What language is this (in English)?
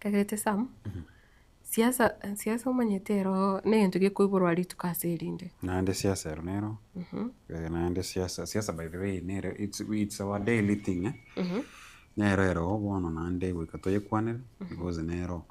Gusii